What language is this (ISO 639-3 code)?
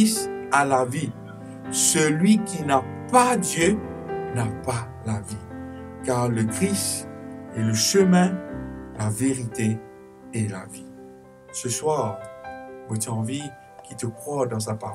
mfe